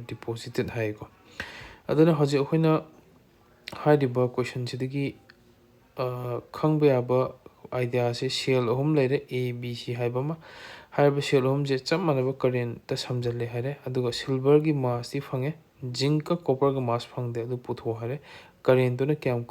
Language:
Manipuri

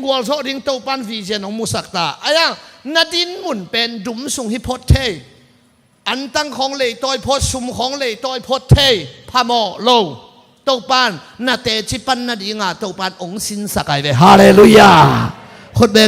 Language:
Tedim Chin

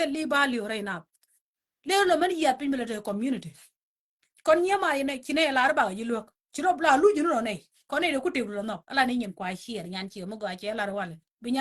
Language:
Nuer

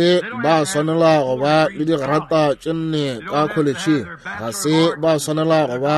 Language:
Northern Sotho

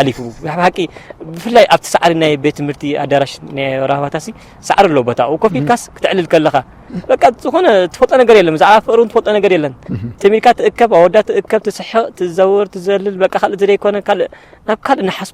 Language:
Tigrinya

